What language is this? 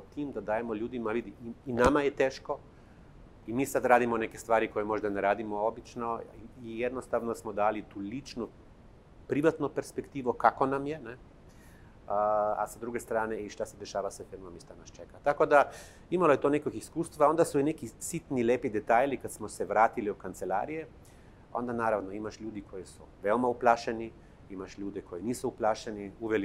Serbian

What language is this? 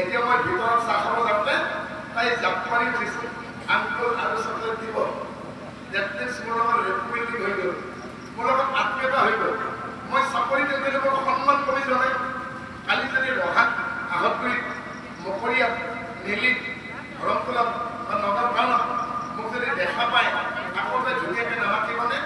Assamese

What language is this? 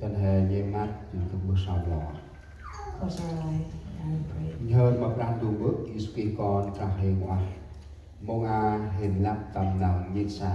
Central Mnong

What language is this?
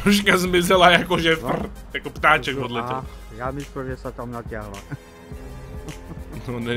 Czech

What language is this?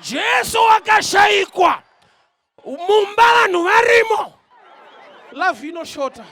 Shona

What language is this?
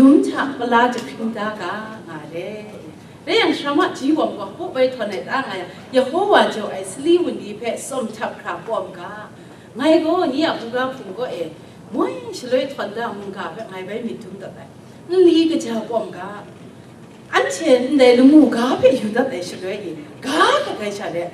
Kachin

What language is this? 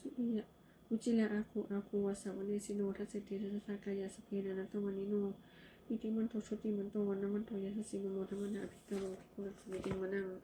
Pali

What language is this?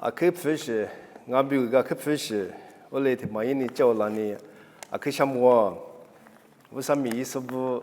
Lisu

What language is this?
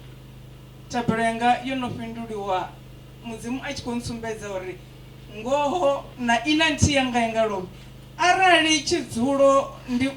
Venda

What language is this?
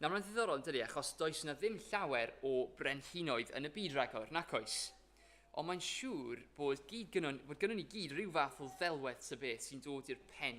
Welsh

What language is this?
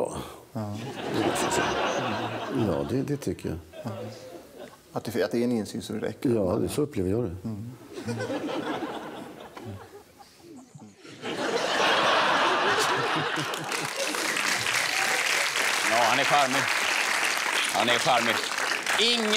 Swedish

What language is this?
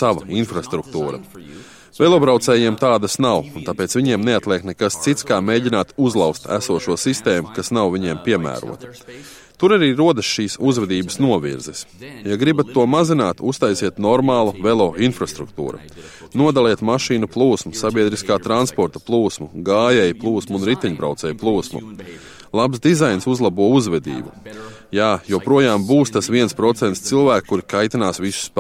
Latvian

